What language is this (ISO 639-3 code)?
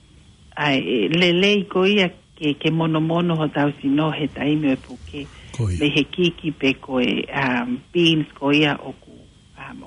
ton